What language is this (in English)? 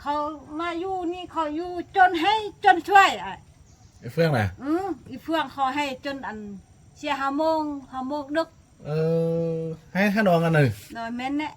Lao